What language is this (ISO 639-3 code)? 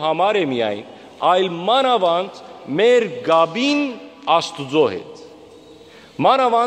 hyw